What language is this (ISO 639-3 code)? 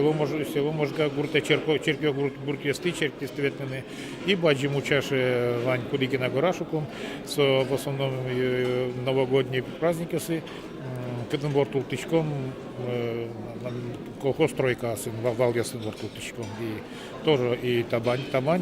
udm